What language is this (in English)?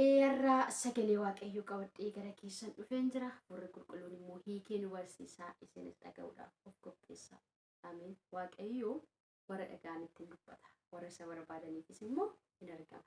Oromo